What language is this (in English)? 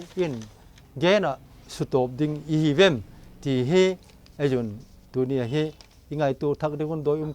Vaiphei